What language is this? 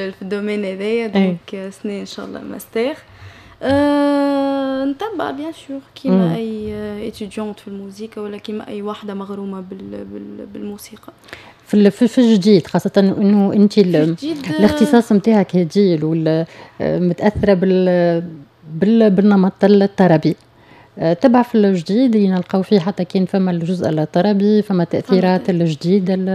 Tunisian Arabic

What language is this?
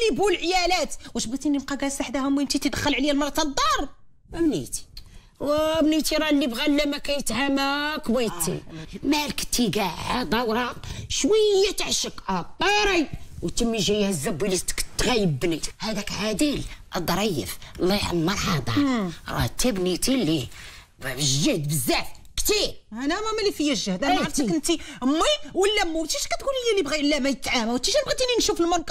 Moroccan Arabic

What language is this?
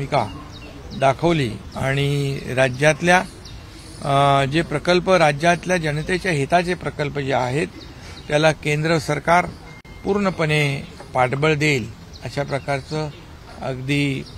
Marathi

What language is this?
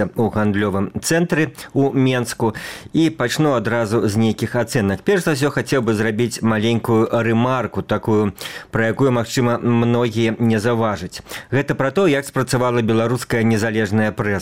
Belarusian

